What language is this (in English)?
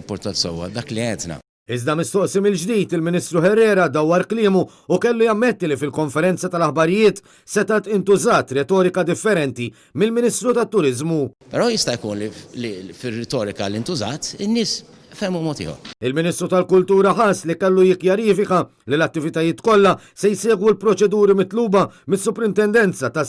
Maltese